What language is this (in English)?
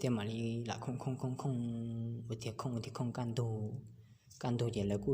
Hmong